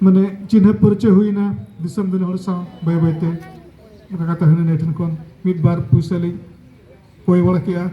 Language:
Santali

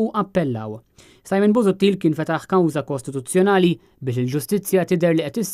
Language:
Maltese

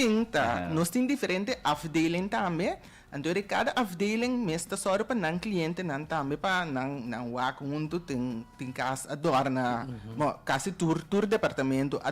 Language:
Papiamento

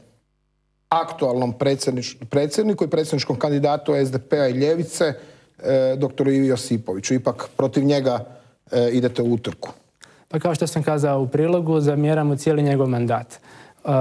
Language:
Croatian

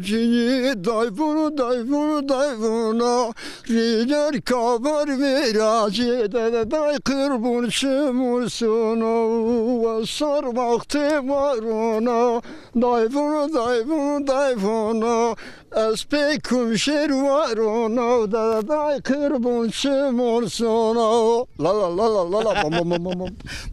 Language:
Zaza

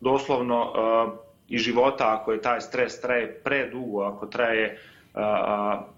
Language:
Bosnian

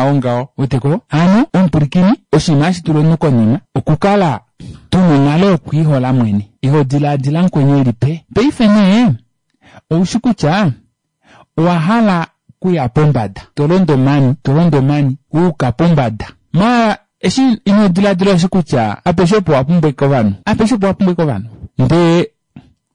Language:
Kuanyama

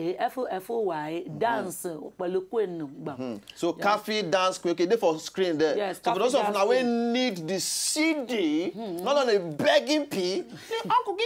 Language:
Nigerian Pidgin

